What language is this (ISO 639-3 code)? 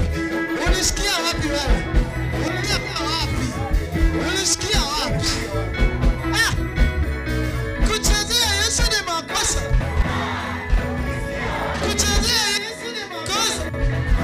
swa